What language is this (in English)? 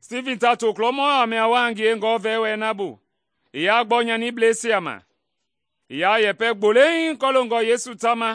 Mende